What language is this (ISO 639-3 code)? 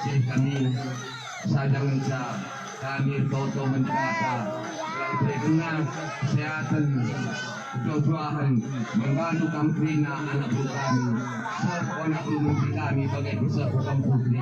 btx